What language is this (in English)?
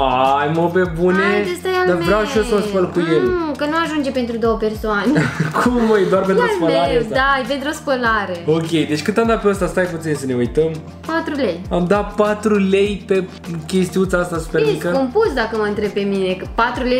Romanian